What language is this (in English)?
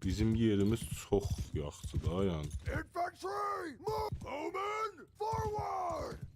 South Azerbaijani